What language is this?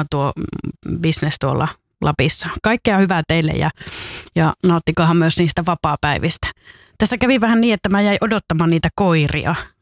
Finnish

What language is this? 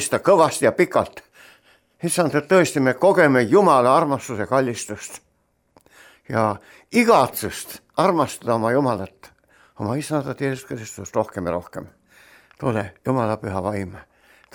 Estonian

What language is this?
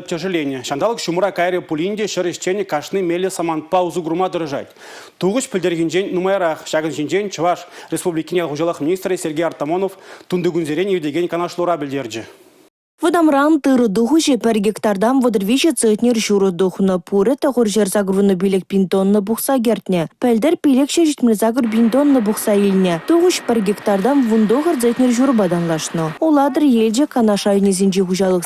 Chuvash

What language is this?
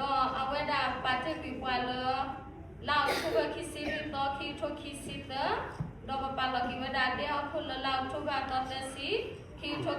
S'gaw Karen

